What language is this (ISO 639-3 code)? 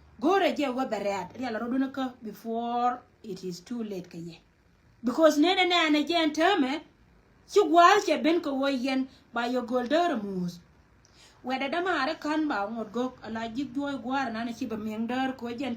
nus